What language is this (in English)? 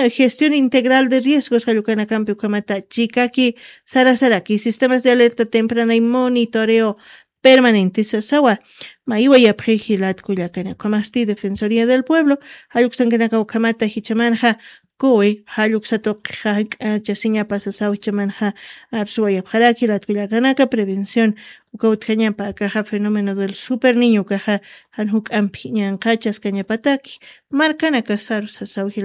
Aymara